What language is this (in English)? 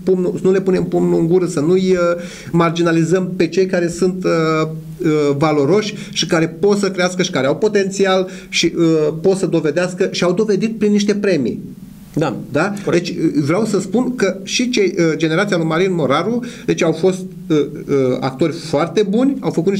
Romanian